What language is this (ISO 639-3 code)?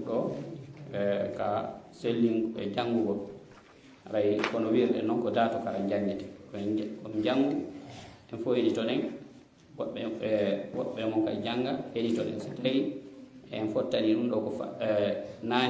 ful